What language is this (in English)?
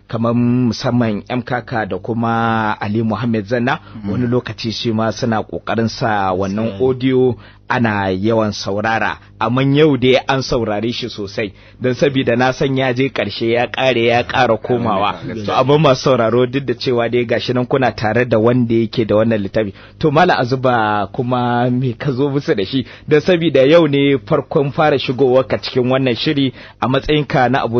Hausa